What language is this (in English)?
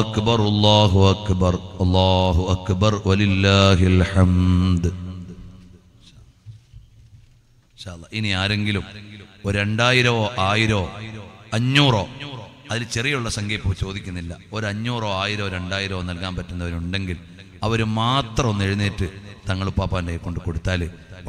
Malayalam